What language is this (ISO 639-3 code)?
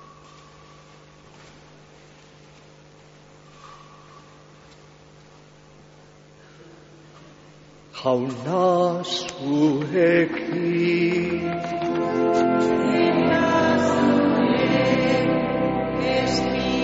eus